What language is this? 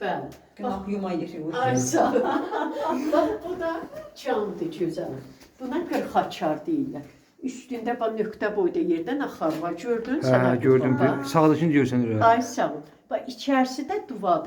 Azerbaijani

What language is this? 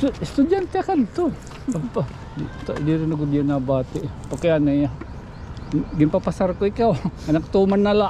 Waray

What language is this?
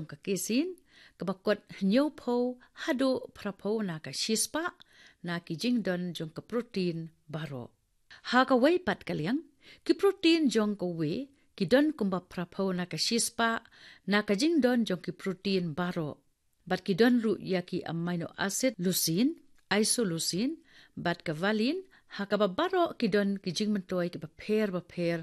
Khasi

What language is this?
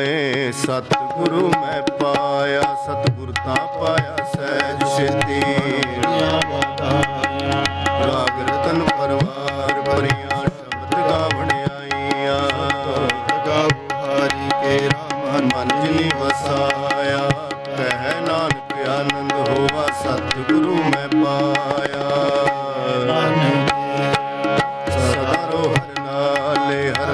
Punjabi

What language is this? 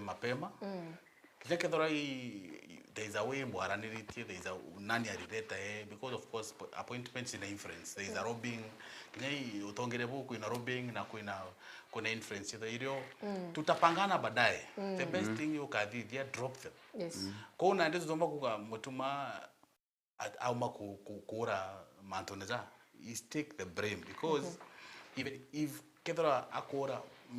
Meru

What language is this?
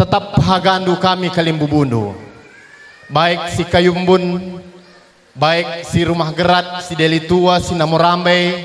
Batak Karo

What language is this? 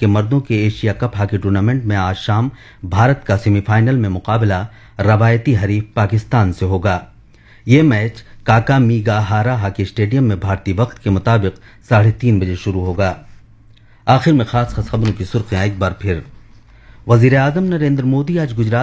Urdu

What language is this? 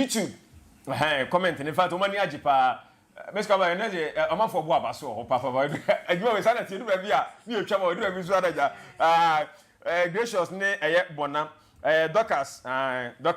Akan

